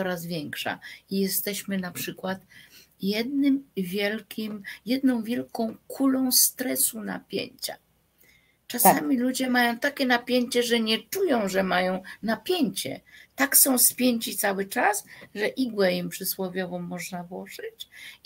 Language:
Polish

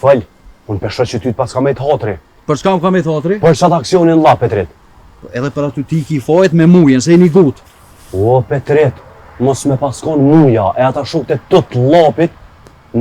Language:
Albanian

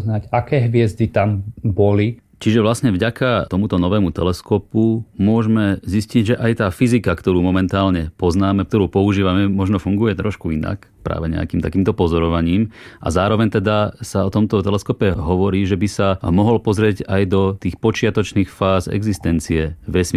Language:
Slovak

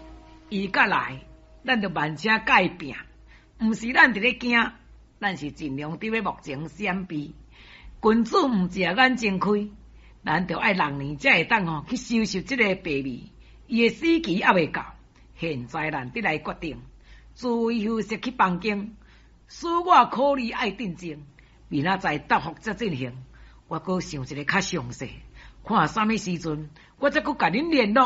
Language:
Min Nan Chinese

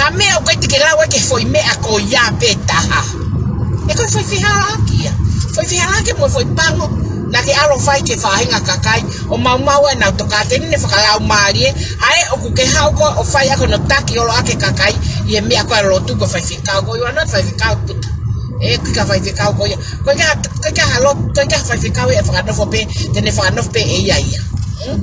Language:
Tongan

